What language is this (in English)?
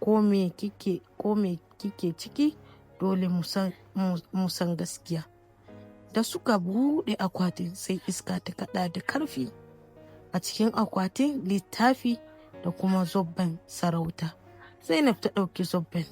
Hausa